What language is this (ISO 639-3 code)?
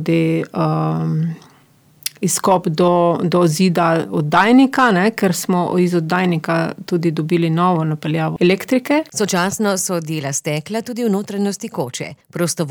slv